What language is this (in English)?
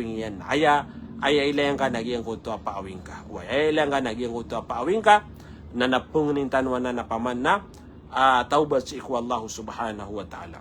Maranao